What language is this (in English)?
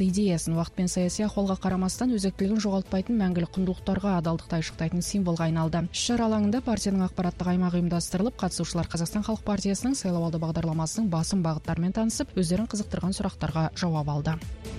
Kazakh